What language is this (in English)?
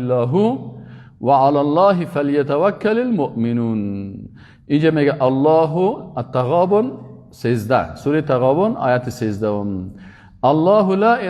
Persian